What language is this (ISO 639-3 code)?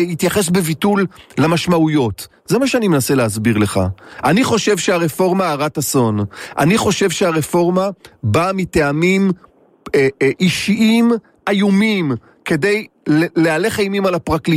heb